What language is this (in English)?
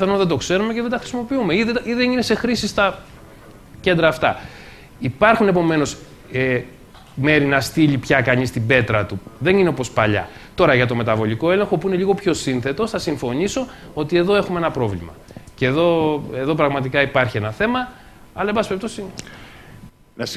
Greek